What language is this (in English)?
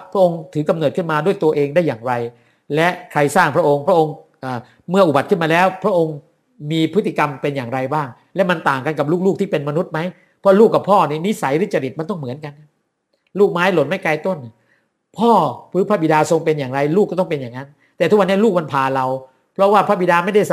Thai